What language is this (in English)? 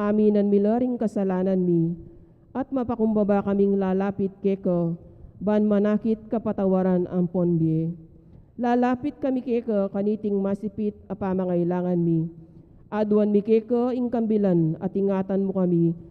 Pampanga